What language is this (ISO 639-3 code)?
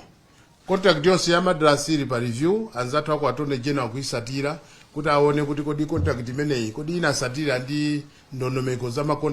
nya